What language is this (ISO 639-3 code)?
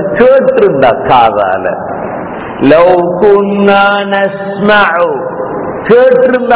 tam